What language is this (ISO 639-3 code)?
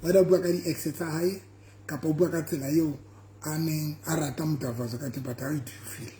sot